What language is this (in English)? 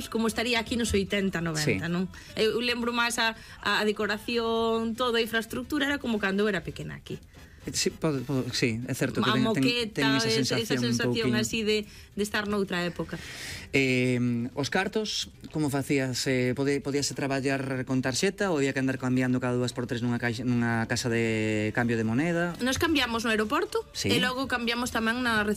Galician